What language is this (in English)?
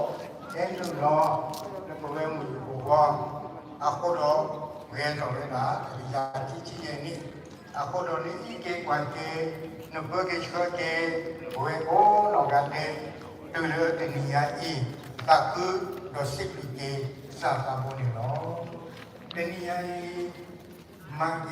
S'gaw Karen